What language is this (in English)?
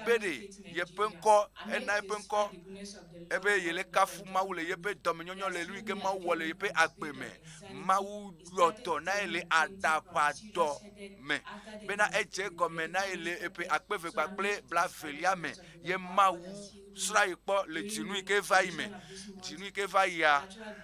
Ewe